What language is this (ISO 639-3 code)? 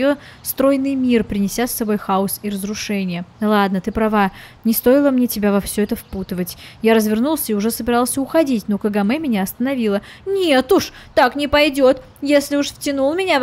rus